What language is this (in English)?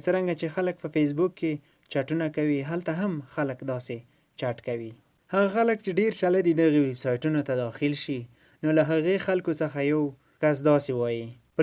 Pashto